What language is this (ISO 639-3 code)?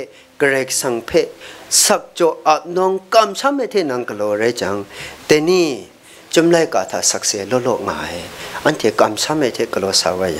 kac